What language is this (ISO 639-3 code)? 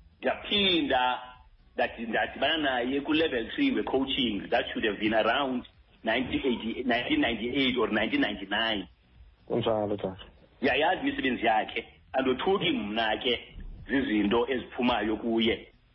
xho